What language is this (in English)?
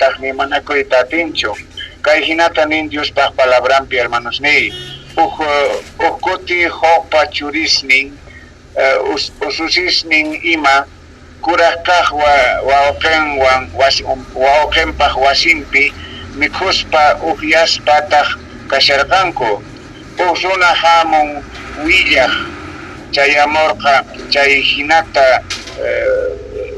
South Bolivian Quechua